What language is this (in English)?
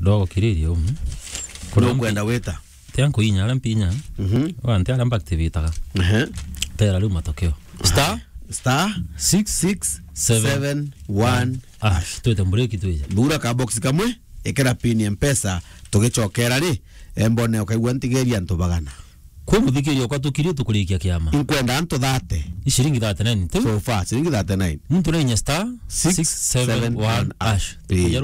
Meru